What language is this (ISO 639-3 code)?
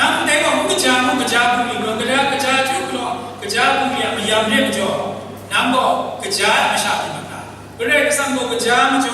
kac